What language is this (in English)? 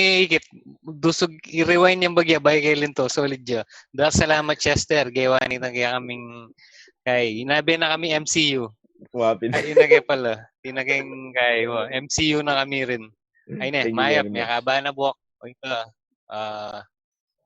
Pampanga